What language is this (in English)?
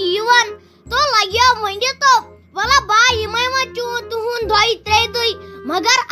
Kashmiri